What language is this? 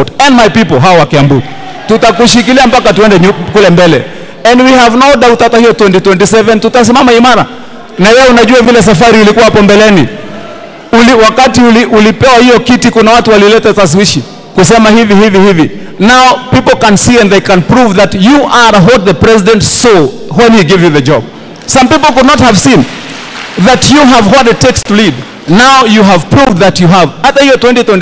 Swahili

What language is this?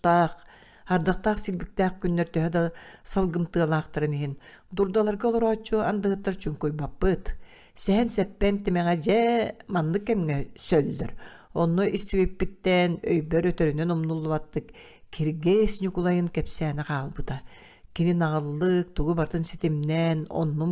Yakut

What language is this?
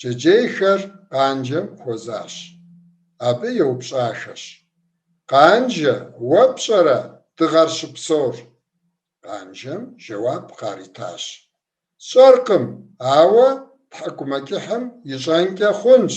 Kabardian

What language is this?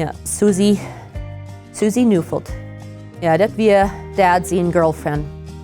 Plautdietsch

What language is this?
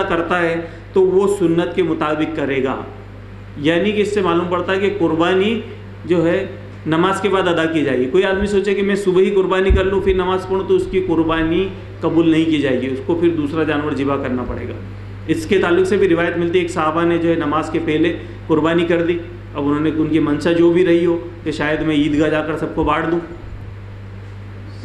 Urdu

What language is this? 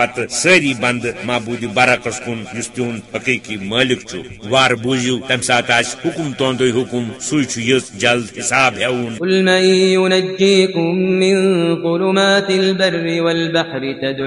Kashmiri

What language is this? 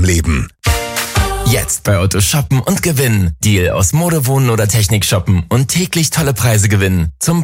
German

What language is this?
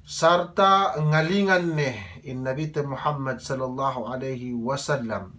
Yakan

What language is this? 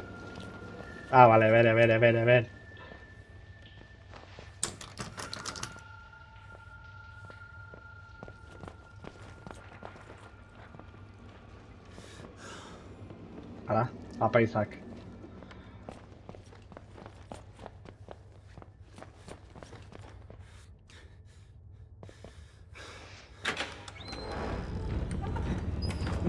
Basque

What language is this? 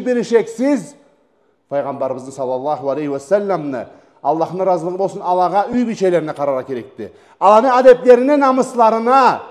Karachay-Balkar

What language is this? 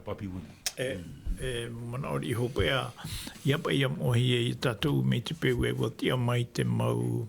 Tahitian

